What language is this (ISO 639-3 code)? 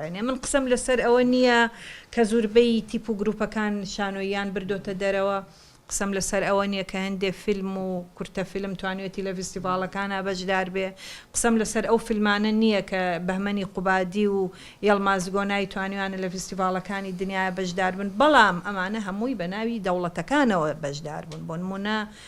ckb